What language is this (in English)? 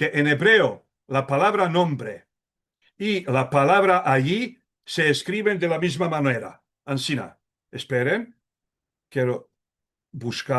Ladino